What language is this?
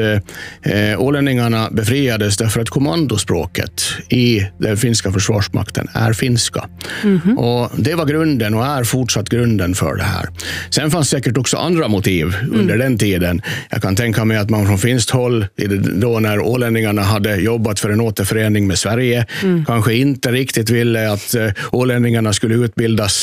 Swedish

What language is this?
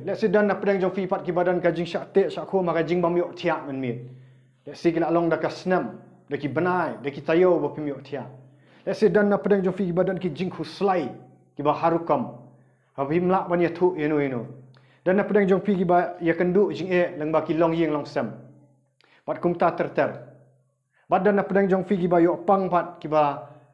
Khasi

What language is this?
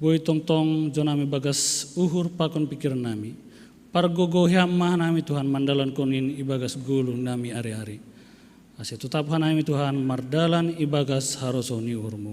Batak Simalungun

